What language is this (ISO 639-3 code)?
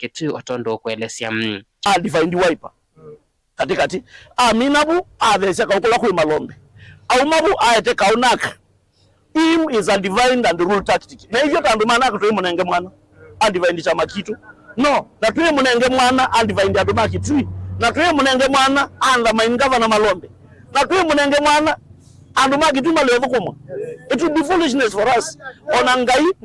kam